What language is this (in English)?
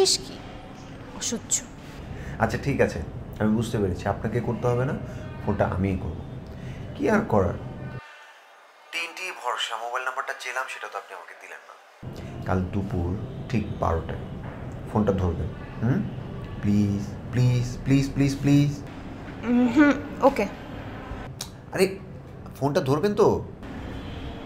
Bangla